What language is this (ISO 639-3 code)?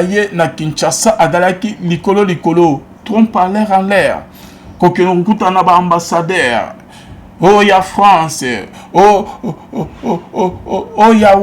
lin